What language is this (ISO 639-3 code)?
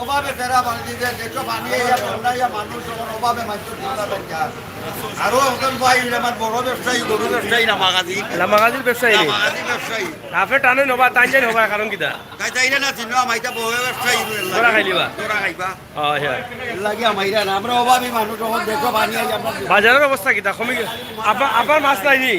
syl